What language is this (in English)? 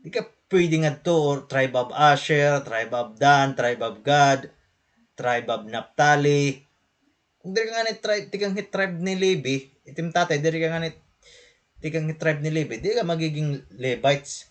Waray